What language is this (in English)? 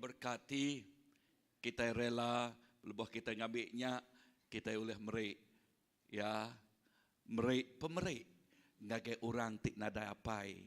Iban